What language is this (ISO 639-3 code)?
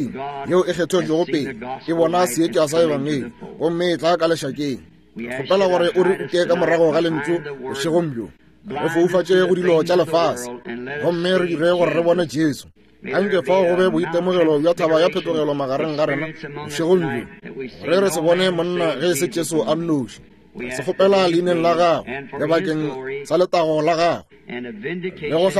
nso